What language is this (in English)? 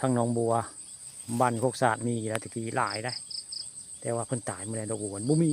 Northeastern Thai